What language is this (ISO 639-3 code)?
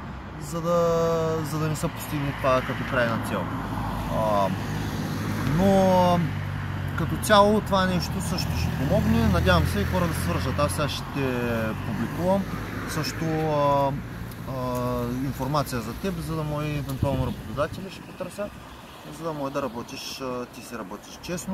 bul